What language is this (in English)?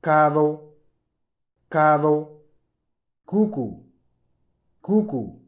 Moro